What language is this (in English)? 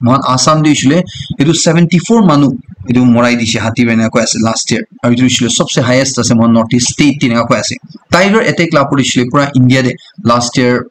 Naga Pidgin